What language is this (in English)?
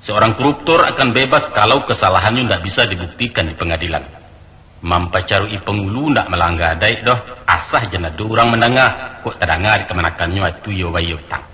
Minangkabau